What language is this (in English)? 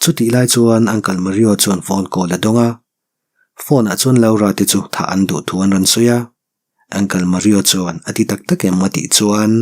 Mizo